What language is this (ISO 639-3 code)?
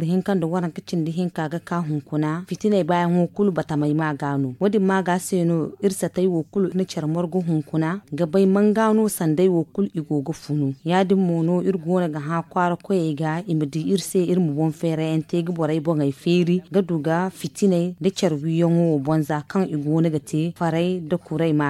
dje